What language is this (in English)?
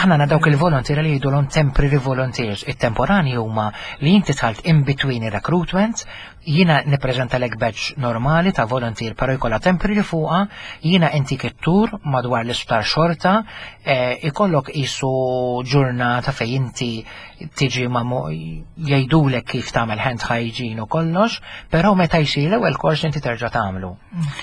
Maltese